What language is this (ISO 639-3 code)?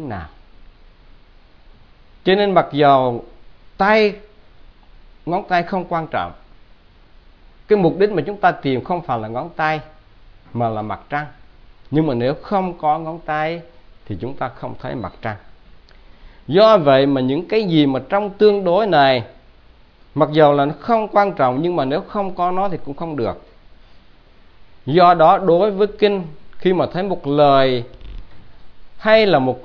vie